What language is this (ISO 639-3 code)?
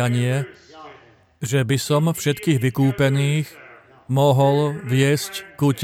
slk